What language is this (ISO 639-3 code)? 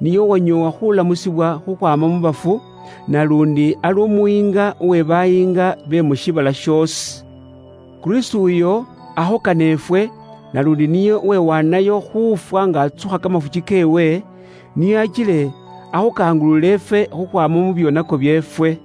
luy